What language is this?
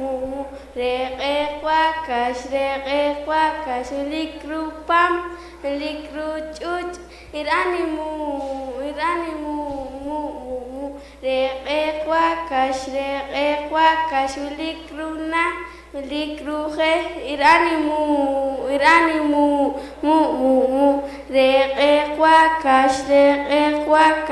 Poqomchi'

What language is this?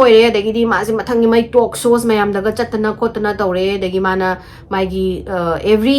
Manipuri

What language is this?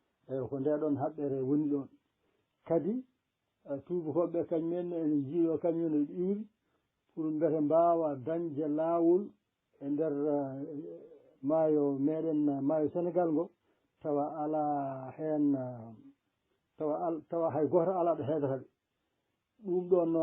Fula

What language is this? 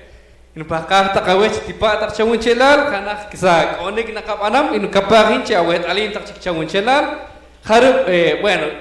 Poqomchi'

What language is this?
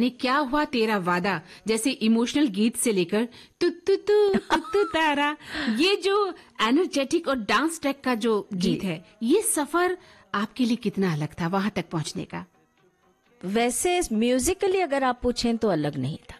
Hindi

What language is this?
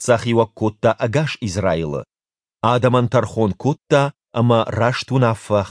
Ossetic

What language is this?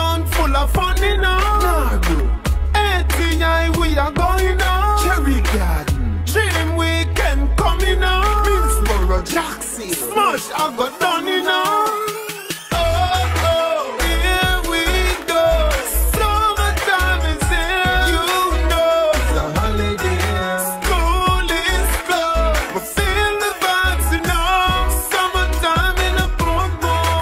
Jamaican Creole English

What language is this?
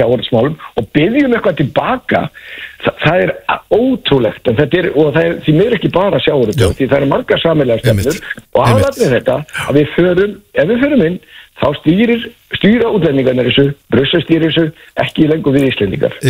Icelandic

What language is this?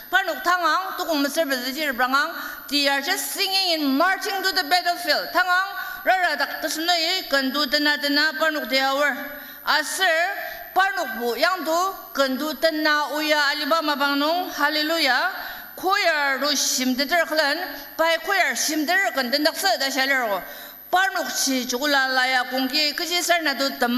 Ao Naga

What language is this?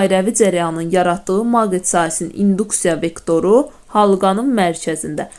Azerbaijani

